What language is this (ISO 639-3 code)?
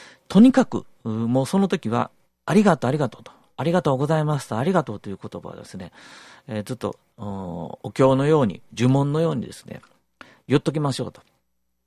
jpn